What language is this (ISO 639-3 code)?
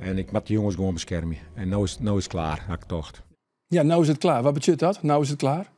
fry